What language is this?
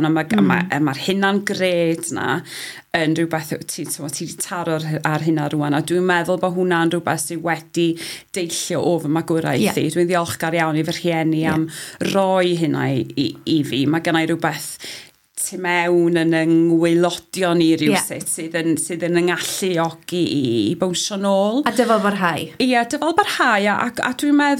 Welsh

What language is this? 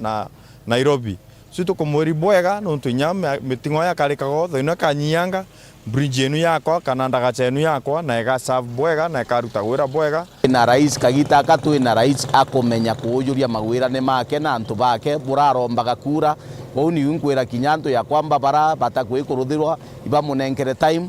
Meru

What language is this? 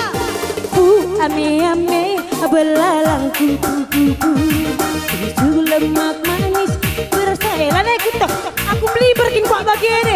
Batak Karo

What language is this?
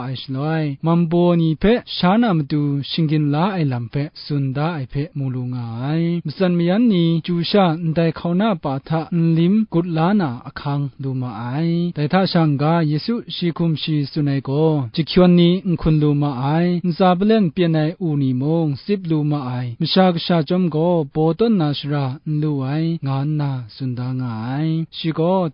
Kachin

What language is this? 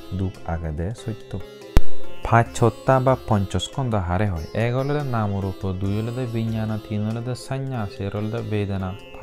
Chakma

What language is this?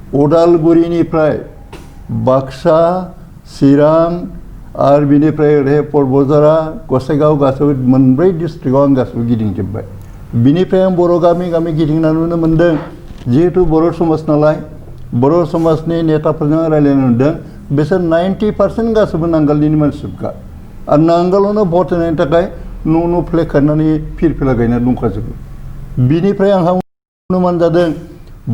Bodo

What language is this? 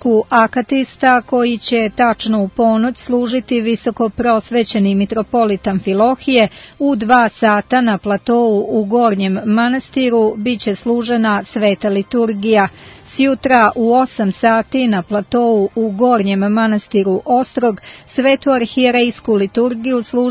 Serbian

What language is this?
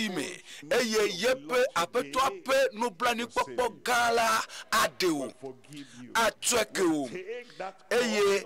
Ewe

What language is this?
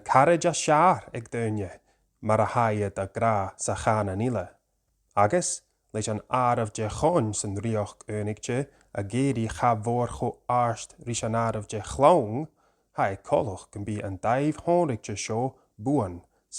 Scottish Gaelic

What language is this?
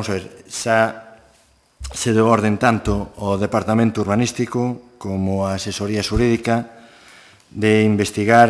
Galician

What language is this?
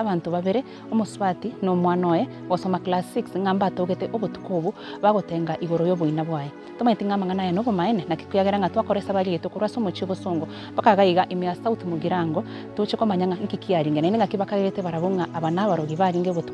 Gusii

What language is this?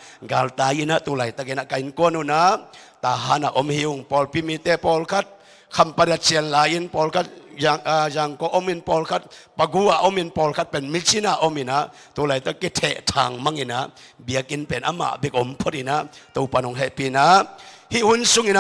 Tedim Chin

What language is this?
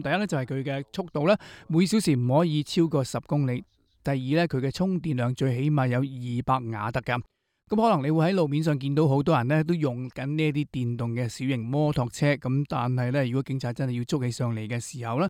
Cantonese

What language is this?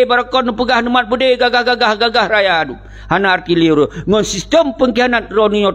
Achinese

